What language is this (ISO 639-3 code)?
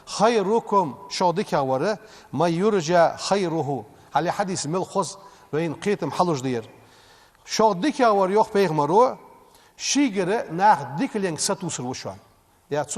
inh